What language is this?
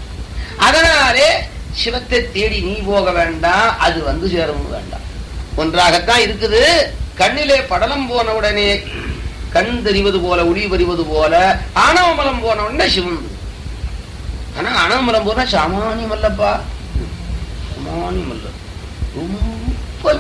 Tamil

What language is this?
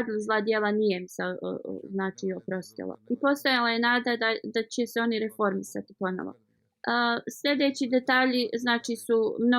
Bosnian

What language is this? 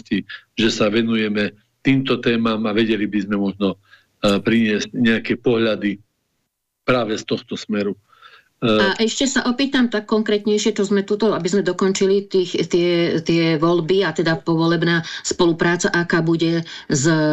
Slovak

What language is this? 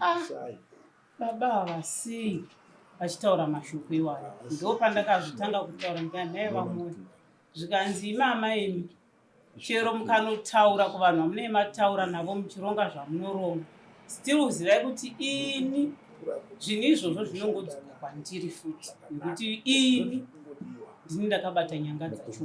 Shona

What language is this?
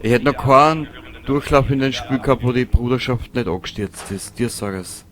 Bavarian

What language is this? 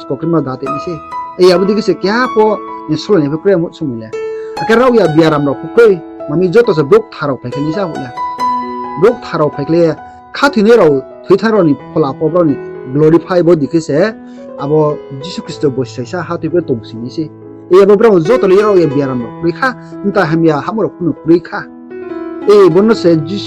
Riang (India)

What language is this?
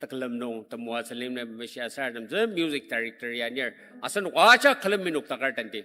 Ao Naga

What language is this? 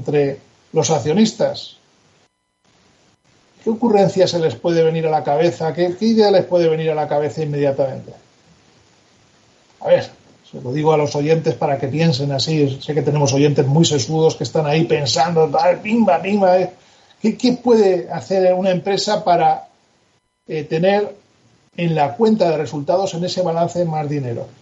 Spanish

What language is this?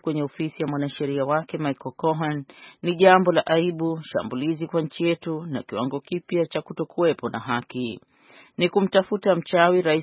Swahili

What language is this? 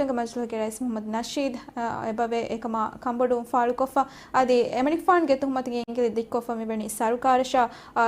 Divehi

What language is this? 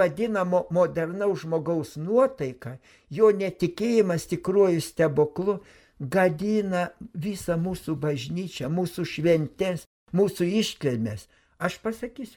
Lithuanian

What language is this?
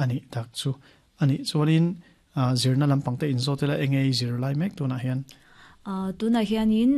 Mizo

